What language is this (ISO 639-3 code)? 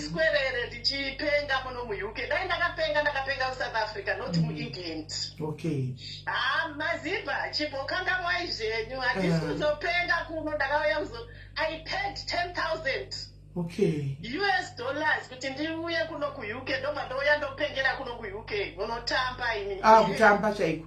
sna